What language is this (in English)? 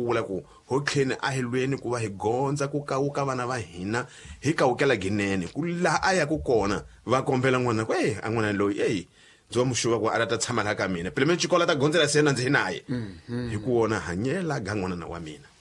Tsonga